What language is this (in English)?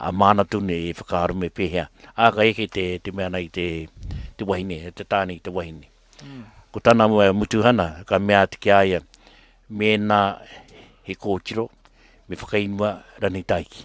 Māori